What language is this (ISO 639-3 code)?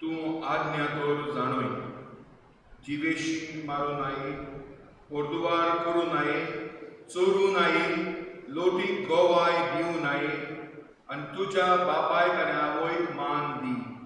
kok